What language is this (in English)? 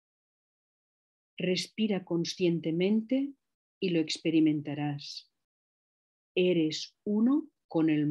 Spanish